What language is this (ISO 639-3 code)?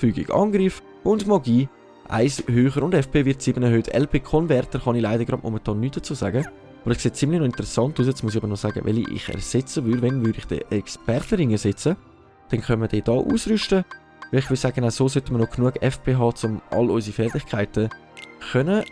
gsw